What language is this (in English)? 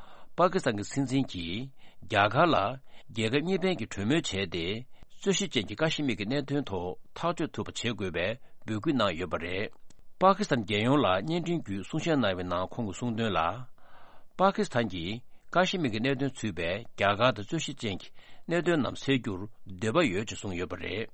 Tibetan